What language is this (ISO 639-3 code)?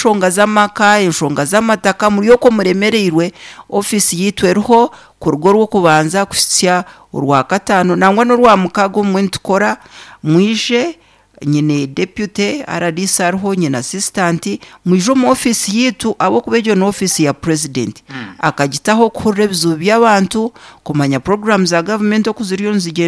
nyn